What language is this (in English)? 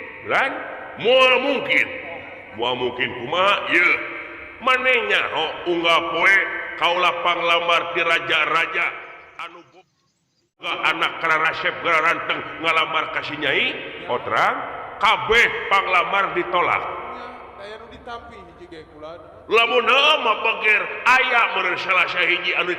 Sundanese